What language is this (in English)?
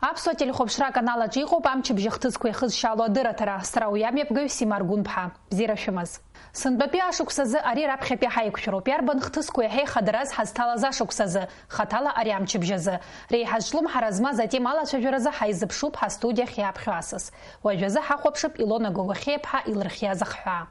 Abkhazian